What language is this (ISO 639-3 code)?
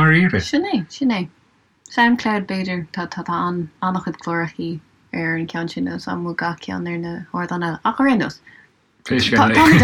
gle